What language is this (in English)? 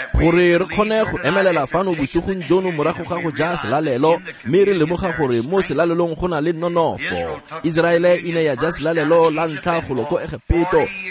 Tswana